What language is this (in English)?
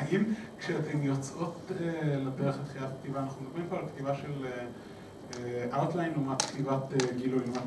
Hebrew